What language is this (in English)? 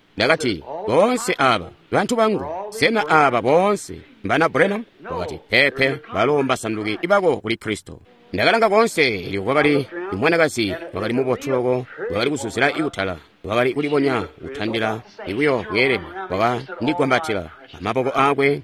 Tonga (Zambia)